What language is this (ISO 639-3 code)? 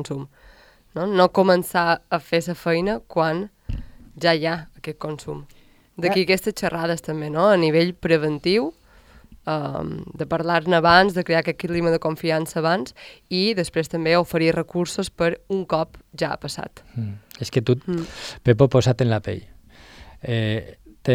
cat